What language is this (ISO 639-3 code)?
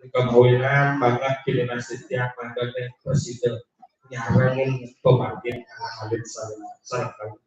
ban